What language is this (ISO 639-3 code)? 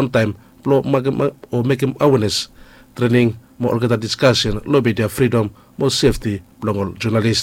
bis